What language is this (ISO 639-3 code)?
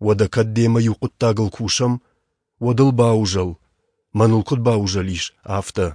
oss